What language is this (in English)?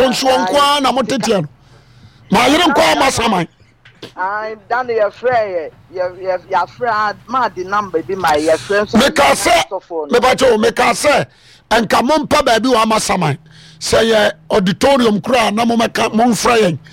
Akan